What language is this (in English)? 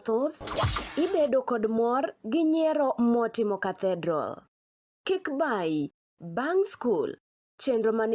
Luo (Kenya and Tanzania)